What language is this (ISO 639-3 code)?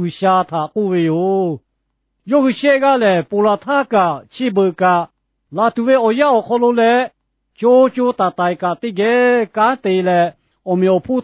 lhu